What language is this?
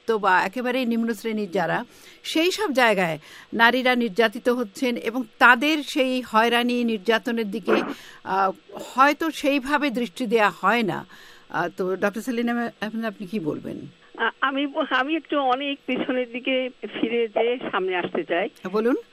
Bangla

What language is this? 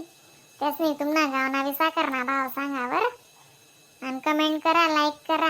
Khandesi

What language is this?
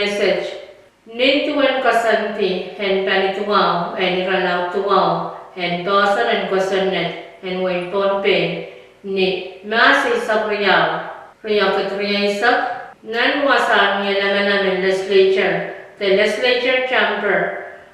Pohnpeian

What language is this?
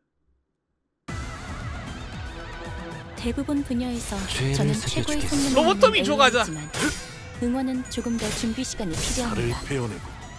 Korean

